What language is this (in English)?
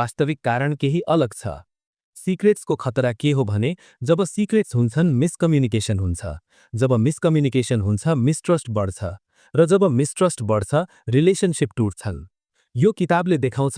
Nepali